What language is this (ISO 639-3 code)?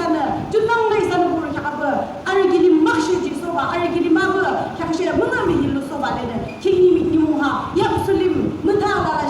yim